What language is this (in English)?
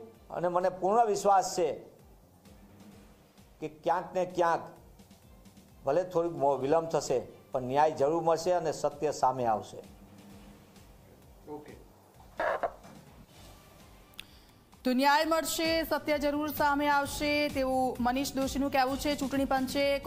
Gujarati